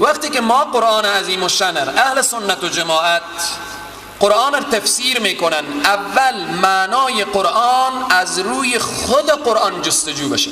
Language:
Persian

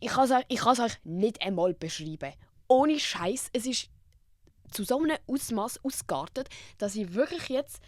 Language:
Swiss German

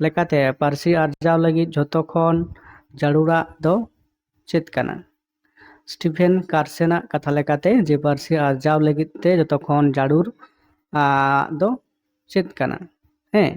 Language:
Santali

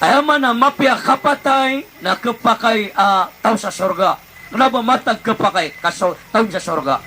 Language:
Maranao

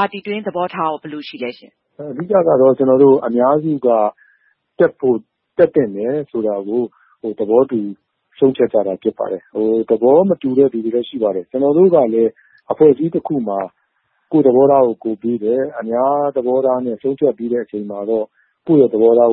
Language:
Burmese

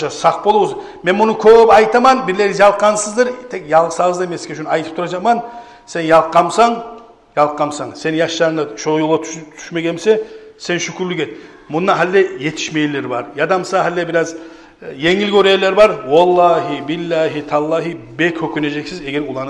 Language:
Kumyk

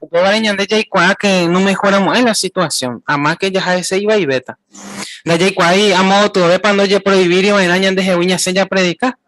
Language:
Guarani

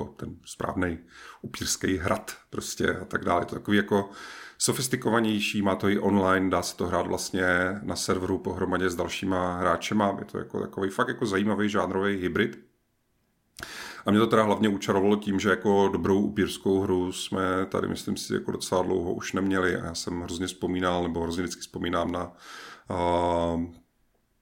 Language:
Czech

